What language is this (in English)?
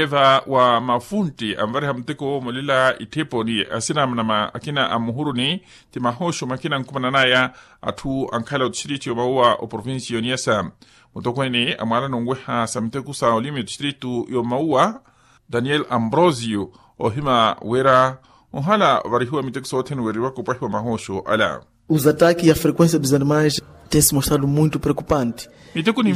Makhuwa